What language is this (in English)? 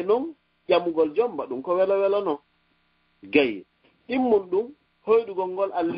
Fula